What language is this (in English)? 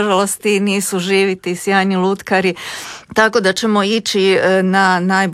Croatian